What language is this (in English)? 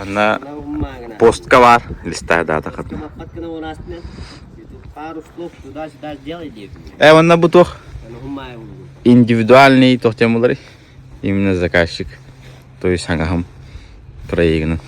Yakut